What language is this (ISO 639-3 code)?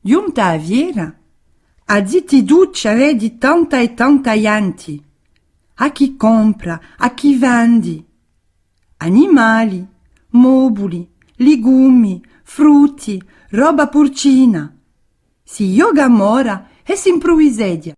cos